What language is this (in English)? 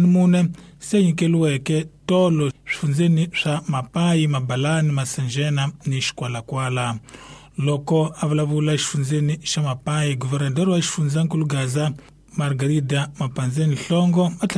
Tsonga